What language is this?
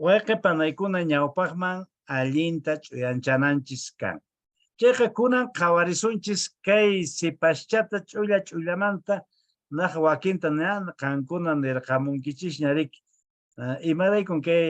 Quechua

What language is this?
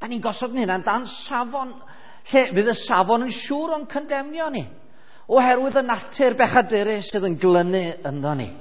Welsh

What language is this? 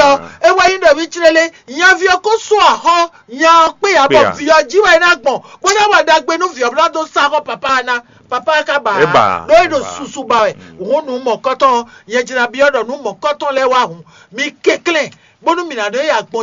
Fon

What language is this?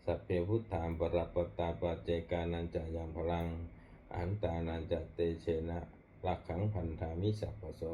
Pali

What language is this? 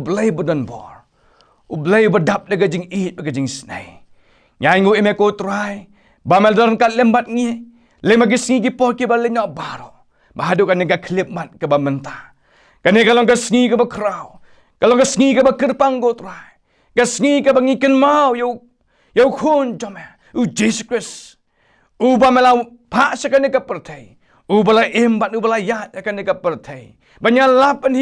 Khasi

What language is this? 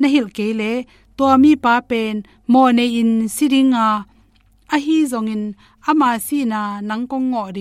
Tedim Chin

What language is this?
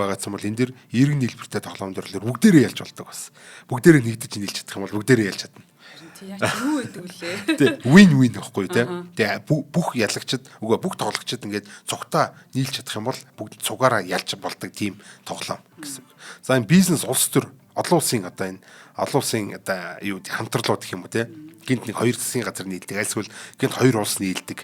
Mongolian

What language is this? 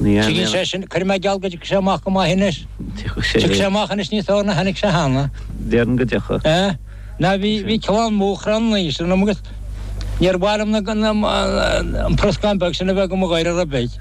Irish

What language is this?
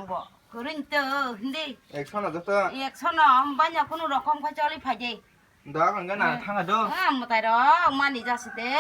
Kok Borok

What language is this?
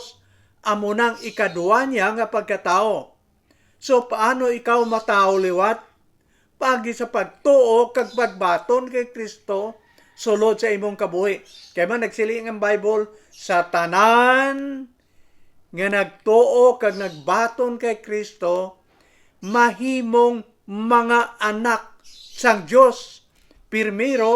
Hiligaynon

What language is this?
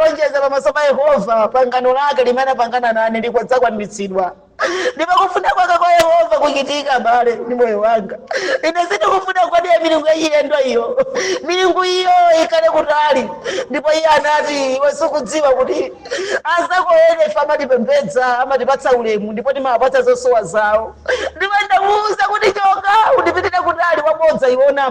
Nyanja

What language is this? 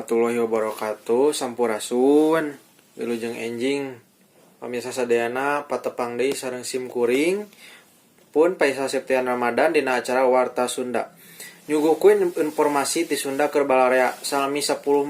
Sundanese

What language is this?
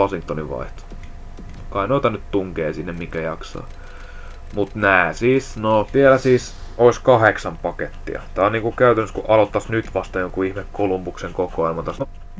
Finnish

